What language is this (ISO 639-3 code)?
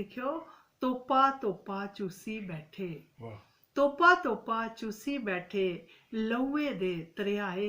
doi